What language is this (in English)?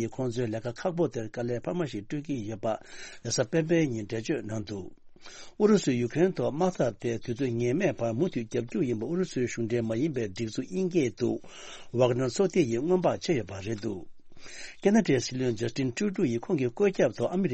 Tibetan